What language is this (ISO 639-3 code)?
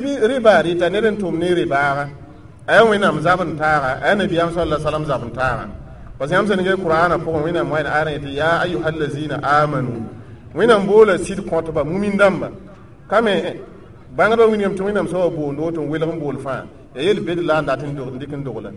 mos